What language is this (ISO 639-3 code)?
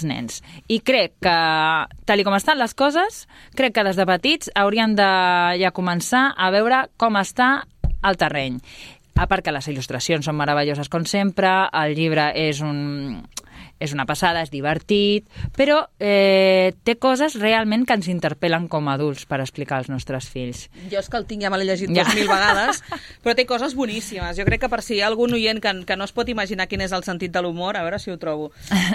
cat